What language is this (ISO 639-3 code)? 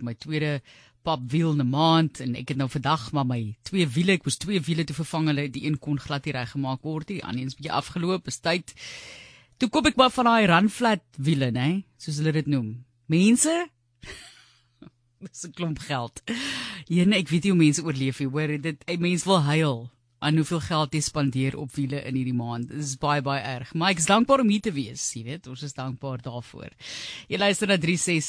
afr